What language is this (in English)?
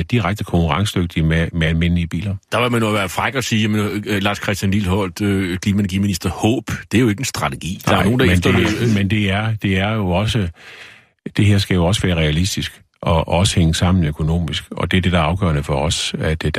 Danish